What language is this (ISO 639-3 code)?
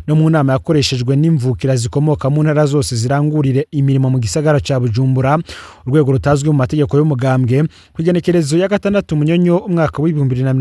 run